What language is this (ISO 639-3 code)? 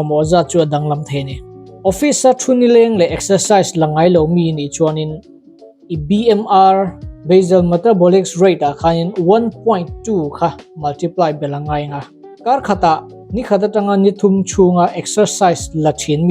lus